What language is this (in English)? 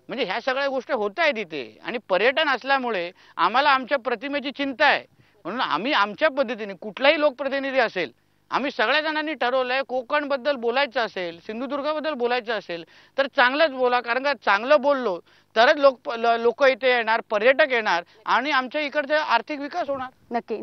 Marathi